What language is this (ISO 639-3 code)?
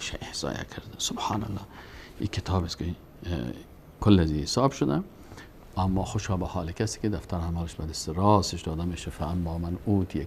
fas